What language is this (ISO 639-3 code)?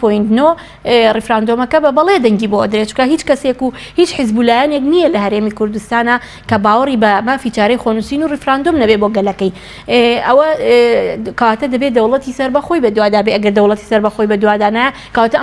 ckb